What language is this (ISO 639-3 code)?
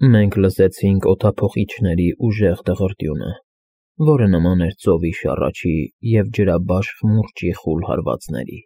hye